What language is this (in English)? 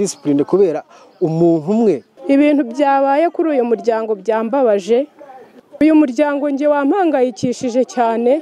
Kinyarwanda